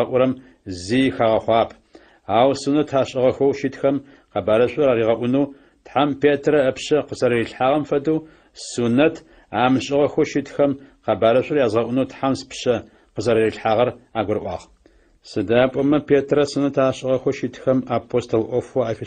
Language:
Adyghe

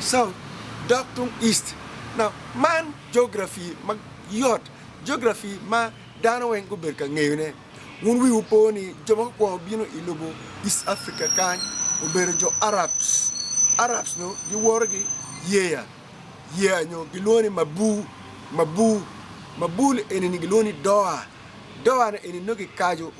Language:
Acoli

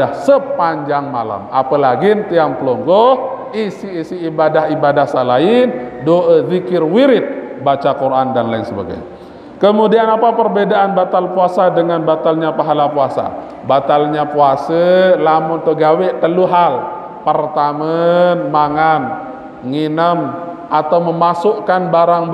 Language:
Sasak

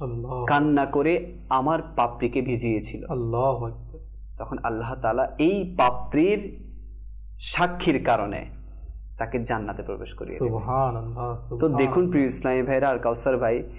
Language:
Bangla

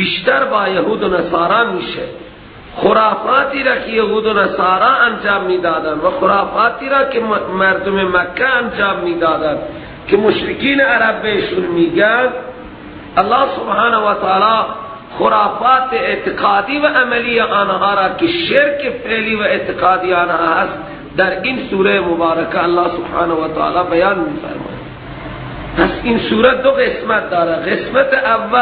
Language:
Persian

